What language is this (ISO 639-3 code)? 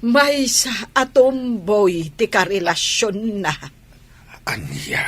ilo